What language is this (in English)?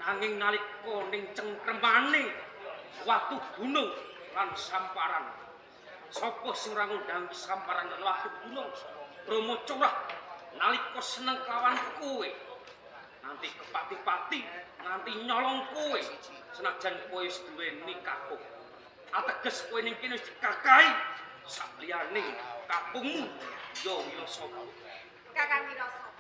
Javanese